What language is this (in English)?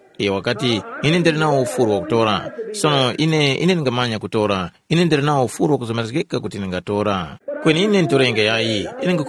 Tumbuka